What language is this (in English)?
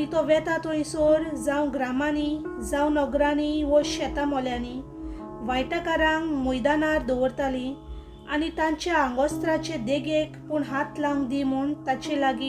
Konkani